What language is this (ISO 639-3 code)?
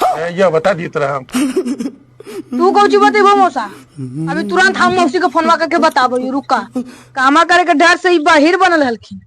mag